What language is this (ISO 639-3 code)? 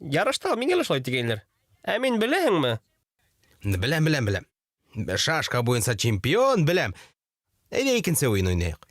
bak